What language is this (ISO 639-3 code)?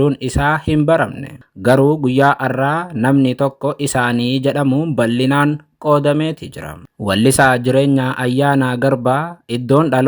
orm